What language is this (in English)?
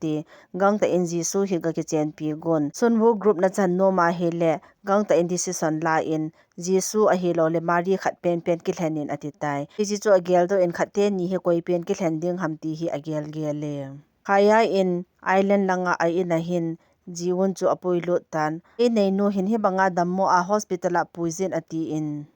Thado Chin